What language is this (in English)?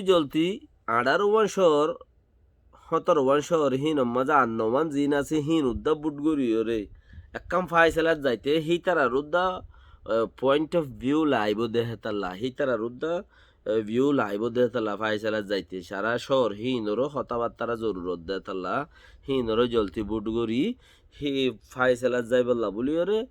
Rohingya